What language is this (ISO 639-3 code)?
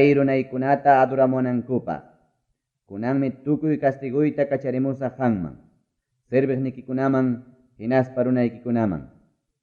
quy